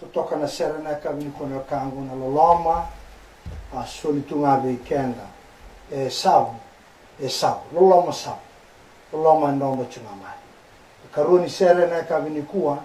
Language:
Fijian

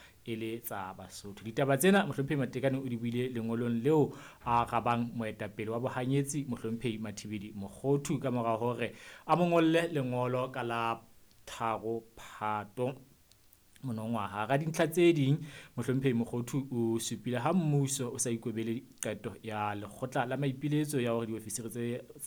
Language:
Southern Sotho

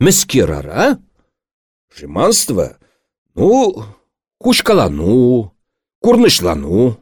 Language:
Chuvash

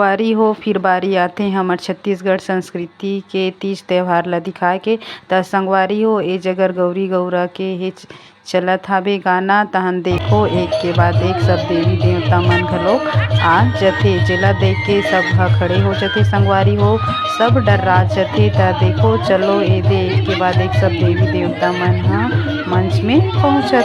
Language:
Chhattisgarhi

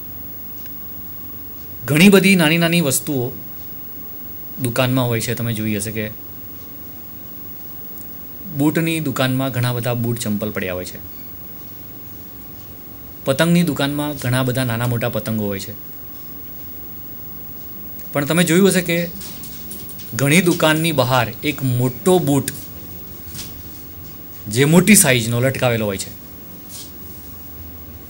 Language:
Gujarati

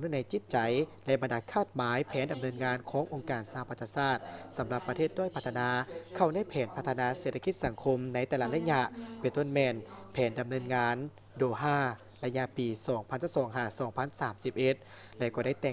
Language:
Lao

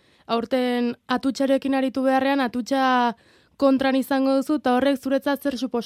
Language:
Basque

